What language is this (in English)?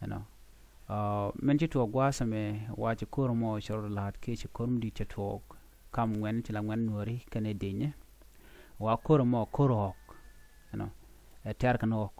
Nuer